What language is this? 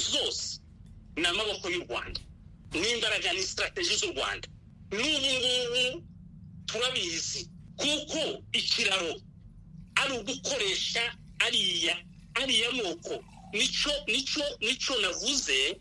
Kinyarwanda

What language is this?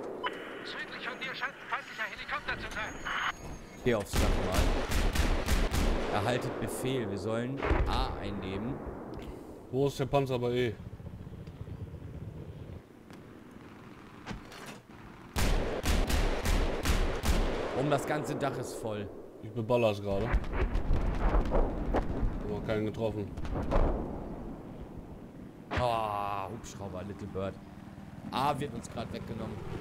German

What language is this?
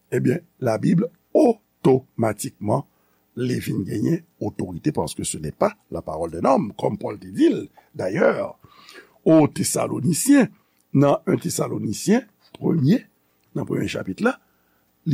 Haitian Creole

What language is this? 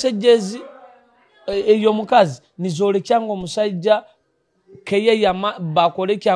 Nyoro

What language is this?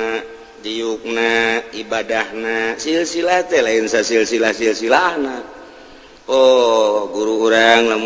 Sundanese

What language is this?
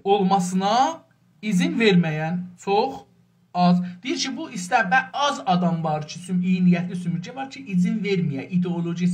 South Azerbaijani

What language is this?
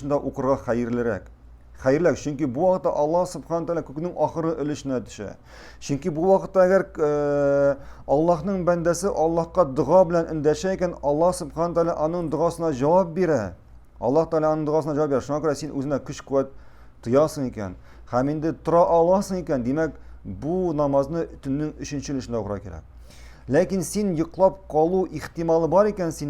Tatar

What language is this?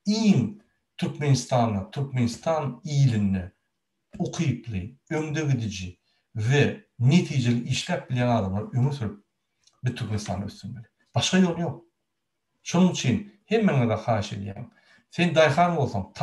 Turkmen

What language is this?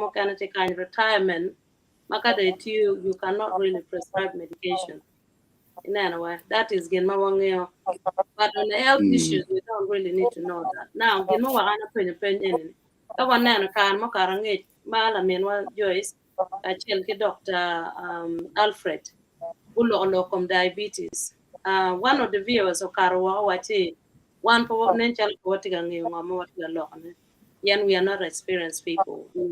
Acoli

